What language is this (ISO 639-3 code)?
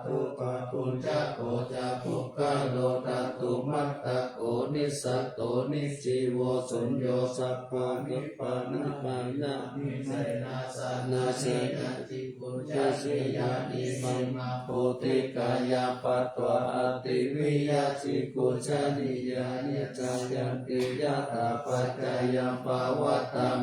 pli